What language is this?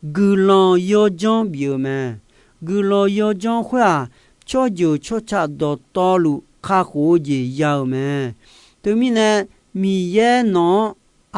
Akha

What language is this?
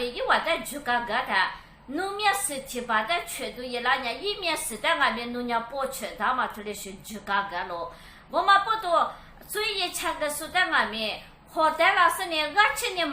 Lisu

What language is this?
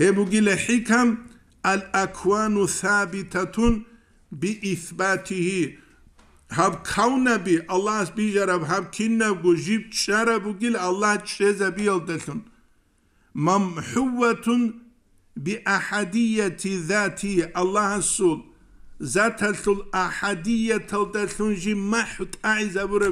Avaric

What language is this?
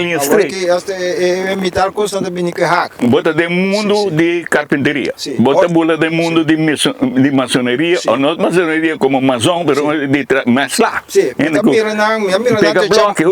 Papiamento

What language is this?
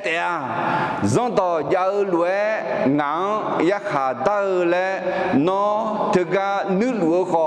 Akha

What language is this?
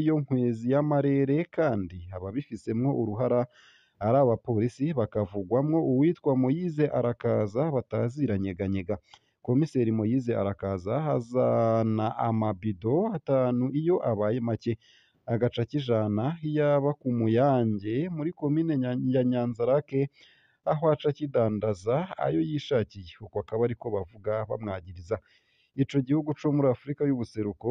Rundi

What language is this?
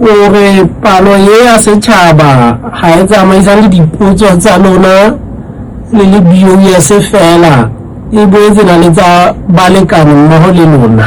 Southern Sotho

